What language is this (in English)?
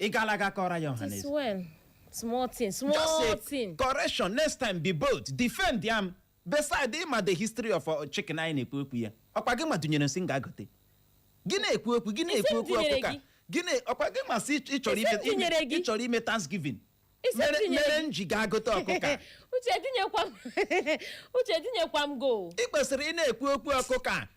Igbo